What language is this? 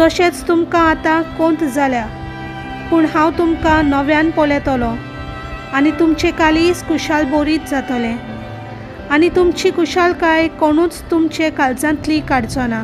Konkani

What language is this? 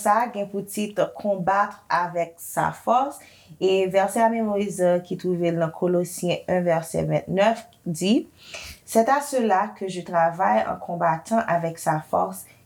Haitian Creole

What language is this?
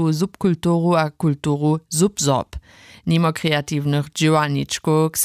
Upper Sorbian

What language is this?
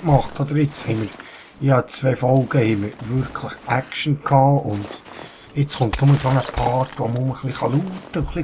Swiss German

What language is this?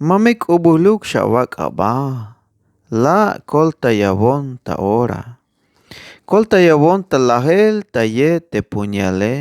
Tzeltal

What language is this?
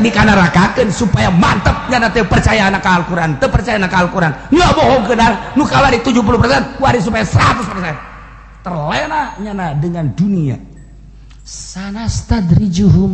Sundanese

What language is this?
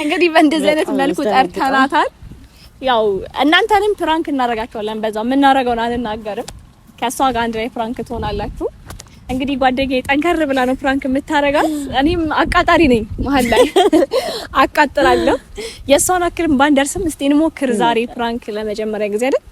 Amharic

